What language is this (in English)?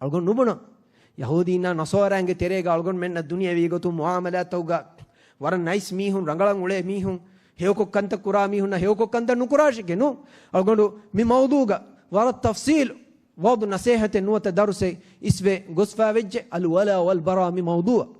Divehi